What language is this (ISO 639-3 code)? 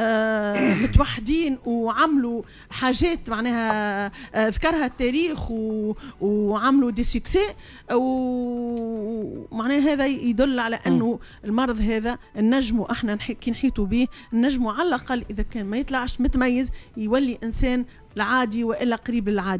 aeb